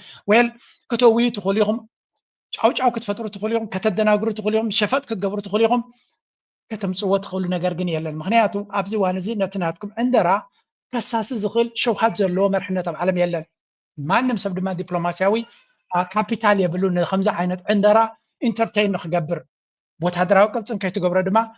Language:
Tigrinya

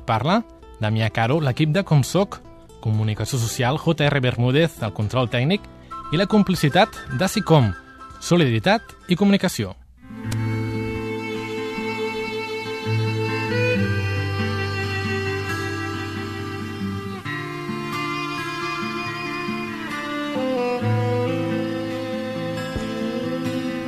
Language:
Catalan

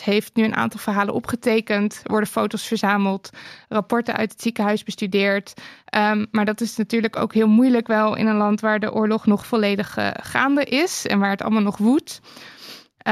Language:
Dutch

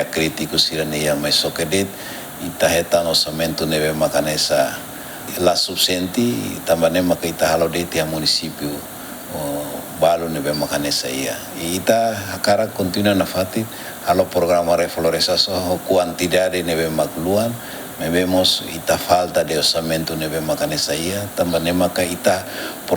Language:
Tetum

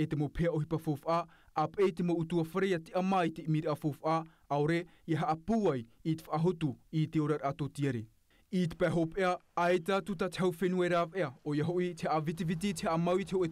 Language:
Tahitian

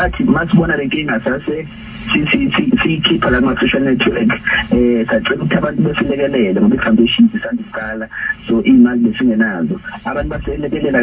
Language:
Zulu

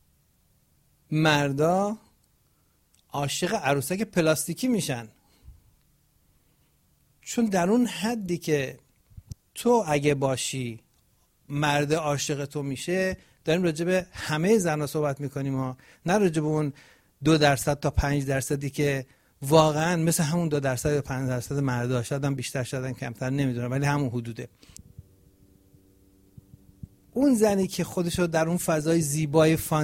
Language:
Persian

